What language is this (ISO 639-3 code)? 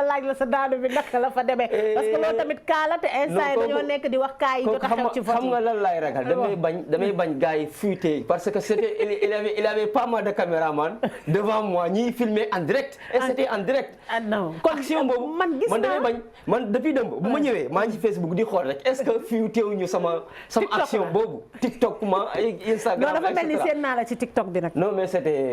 wol